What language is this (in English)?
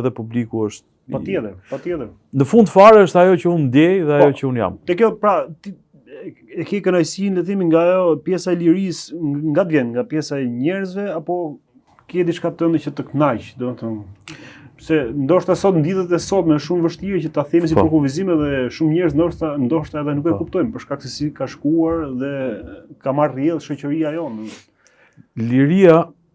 Albanian